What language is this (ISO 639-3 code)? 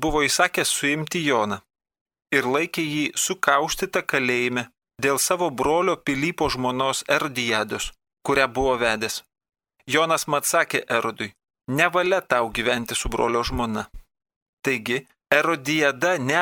lit